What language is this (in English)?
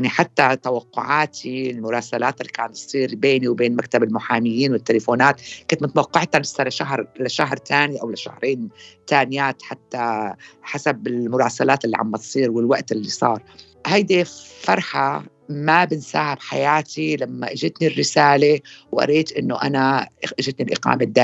North Levantine Arabic